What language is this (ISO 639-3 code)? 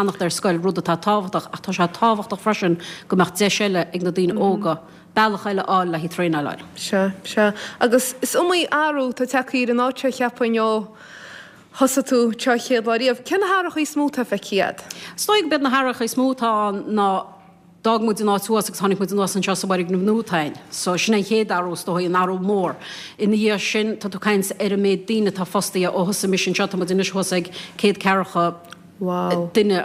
gle